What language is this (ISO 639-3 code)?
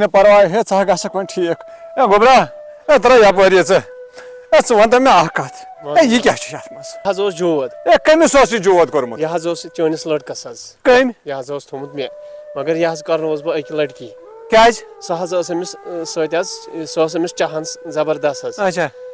kas